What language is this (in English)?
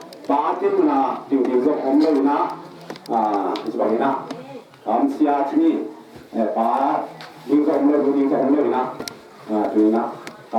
Tedim Chin